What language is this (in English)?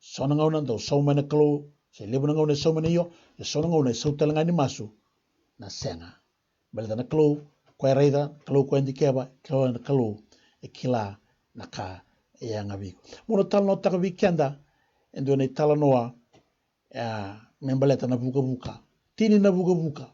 Fijian